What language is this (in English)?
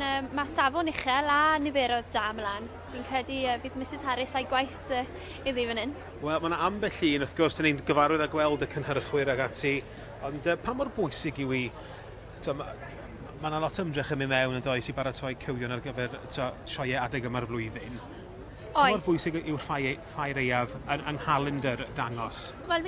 Welsh